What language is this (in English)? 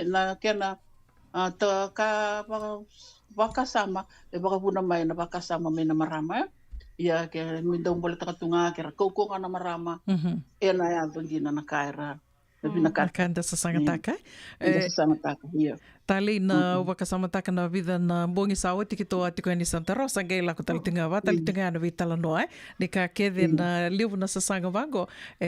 Fijian